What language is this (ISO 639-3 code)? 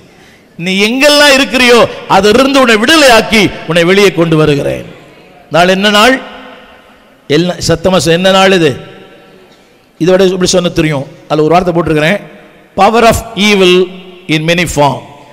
tam